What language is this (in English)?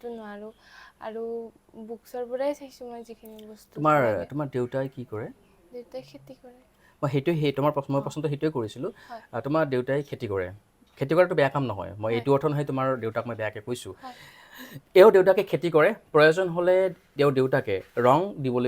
Assamese